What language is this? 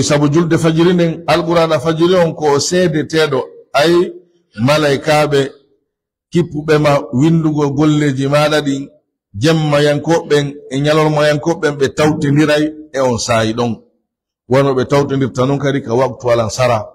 Pular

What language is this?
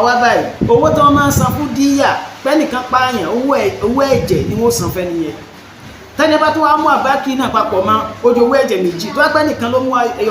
Yoruba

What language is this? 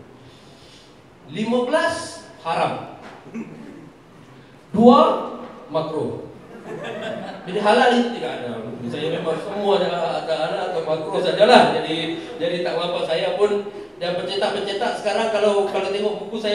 Malay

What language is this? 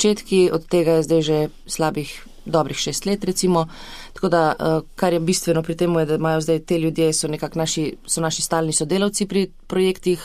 Slovenian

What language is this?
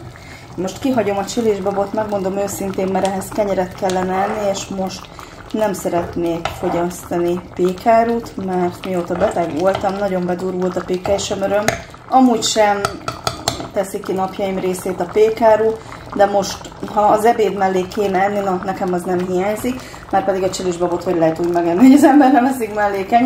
Hungarian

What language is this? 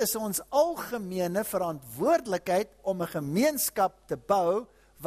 Afrikaans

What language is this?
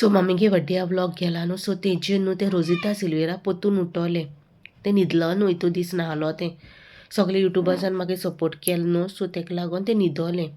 Konkani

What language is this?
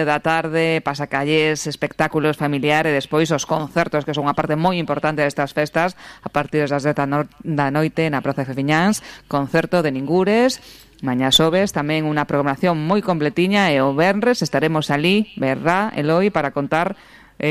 Galician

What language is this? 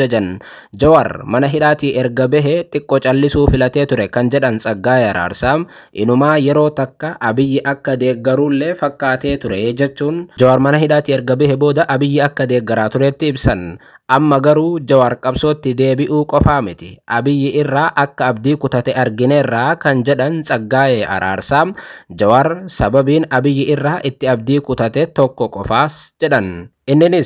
Oromo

